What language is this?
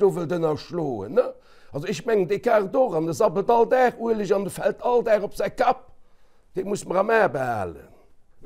Luxembourgish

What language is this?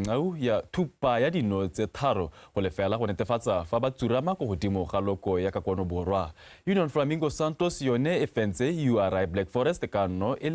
Tswana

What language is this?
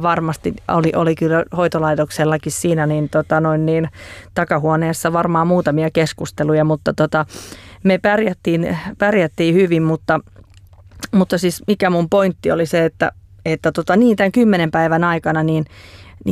Finnish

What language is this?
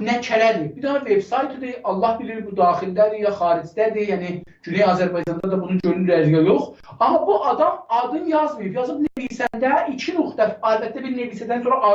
South Azerbaijani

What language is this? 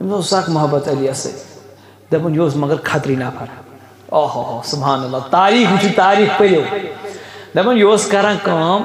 Kashmiri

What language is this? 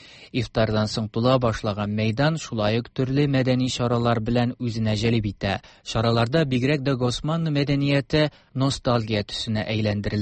Tatar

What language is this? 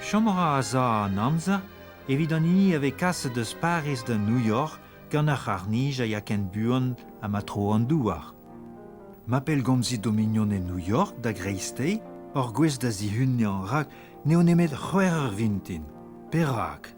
Breton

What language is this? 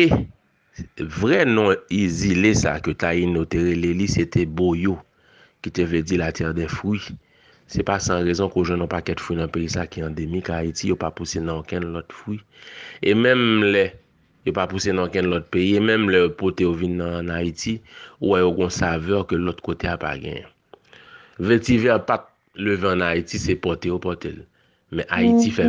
Haitian Creole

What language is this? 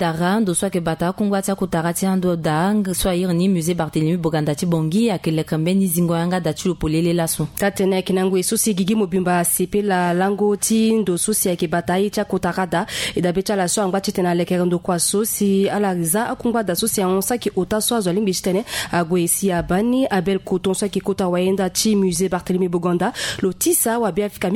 Sango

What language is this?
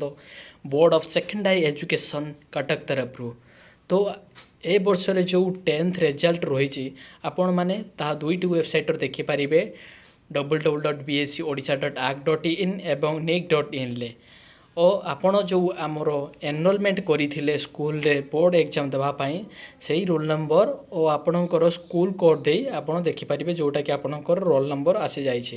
Odia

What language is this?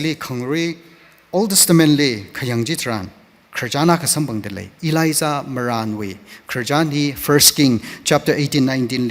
Tangkhul Naga (India)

